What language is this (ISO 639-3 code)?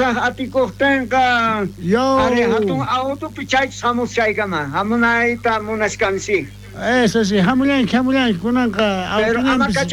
quh